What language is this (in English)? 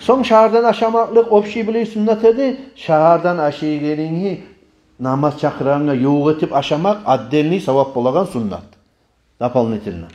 Kumyk